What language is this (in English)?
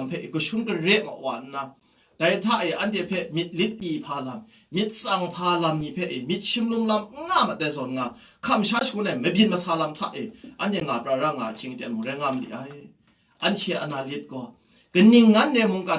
Kachin